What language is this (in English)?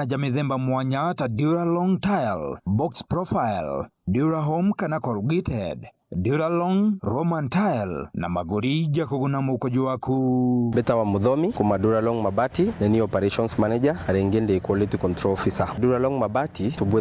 Meru